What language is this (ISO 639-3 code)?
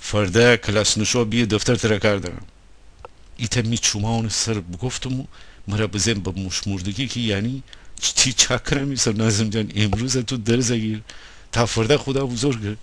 glk